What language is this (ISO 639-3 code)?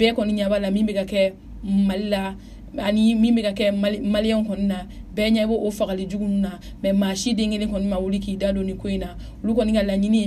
bam